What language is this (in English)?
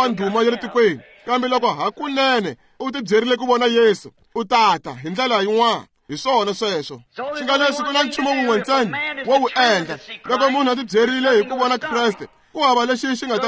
Tsonga